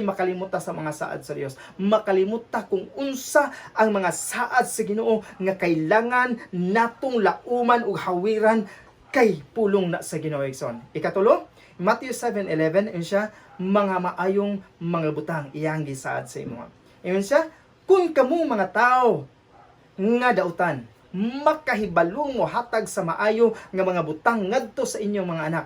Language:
Cebuano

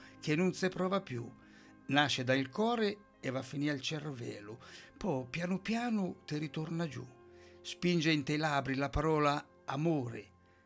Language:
Italian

